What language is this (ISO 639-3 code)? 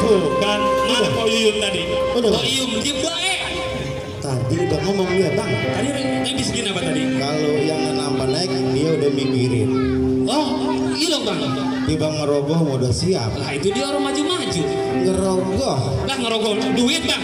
bew